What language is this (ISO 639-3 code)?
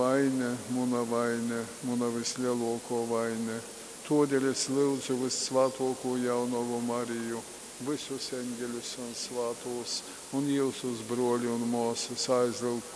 ltg